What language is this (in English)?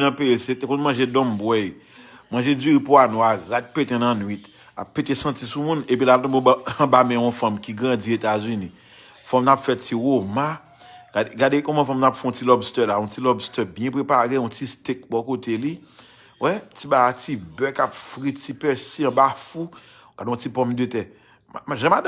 Haitian Creole